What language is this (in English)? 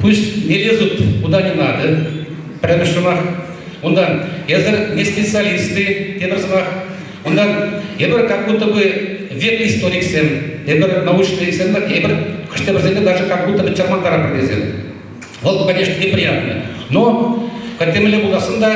Chuvash